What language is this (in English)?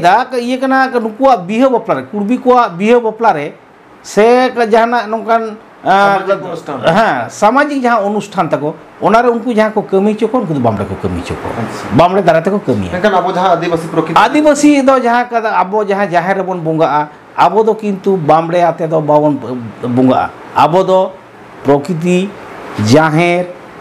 Santali